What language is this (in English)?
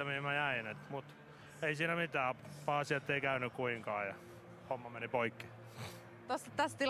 Finnish